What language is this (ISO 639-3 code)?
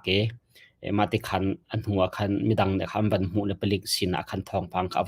cnh